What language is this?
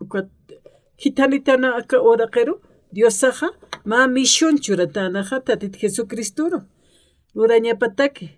Aymara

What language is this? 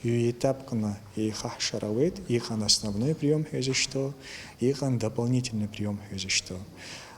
Abkhazian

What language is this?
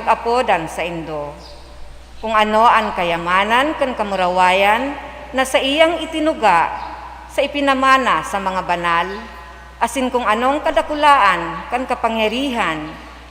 Bikol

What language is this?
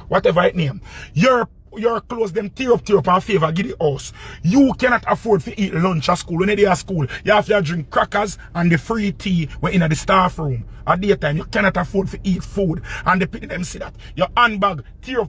Jamaican Creole English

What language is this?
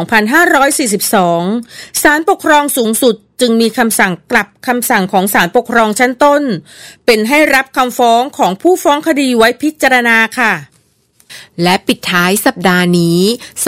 Thai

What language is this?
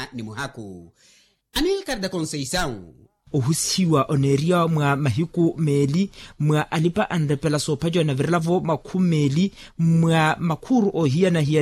Makhuwa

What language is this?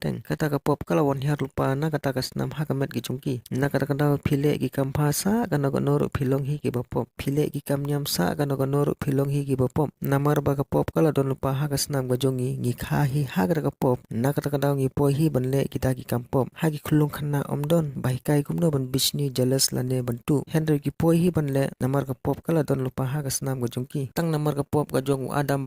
Khasi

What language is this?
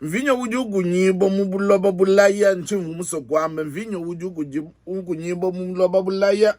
Luba-Lulua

